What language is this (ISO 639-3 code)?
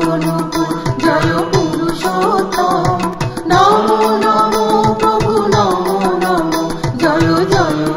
ben